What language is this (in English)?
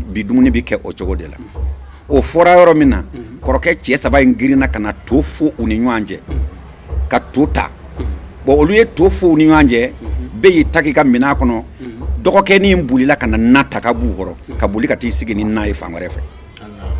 Bambara